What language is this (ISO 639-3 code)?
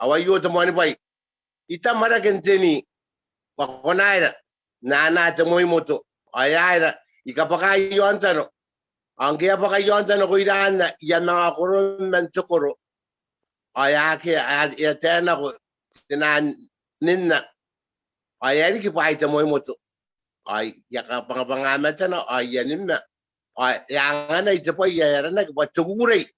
gil